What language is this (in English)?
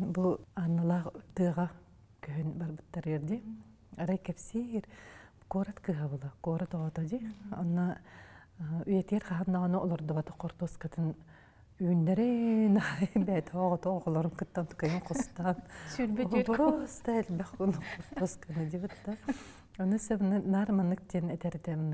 Yakut